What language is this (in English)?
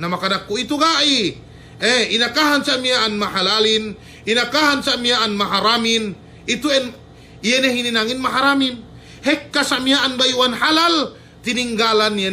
Yakan